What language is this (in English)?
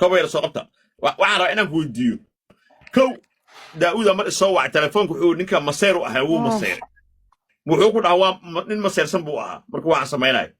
Somali